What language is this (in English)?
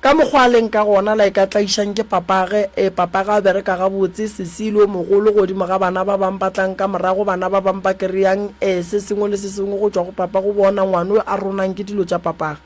Northern Sotho